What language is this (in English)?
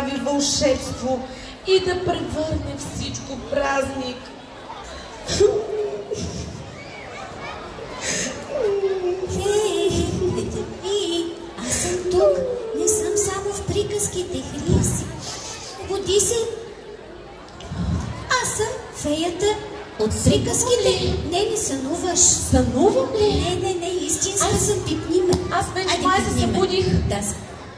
Bulgarian